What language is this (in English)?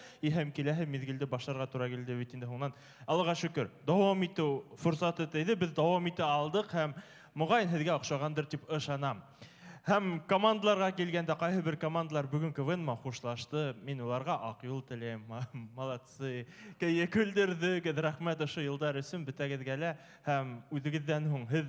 Bashkir